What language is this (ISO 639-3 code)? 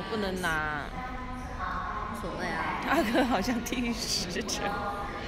zho